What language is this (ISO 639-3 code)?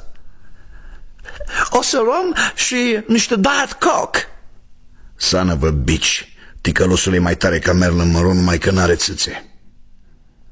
ron